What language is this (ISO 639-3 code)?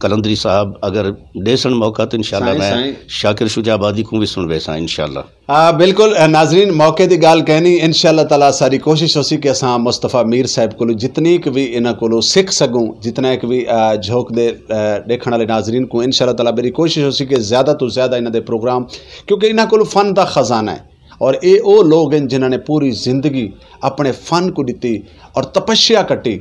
skr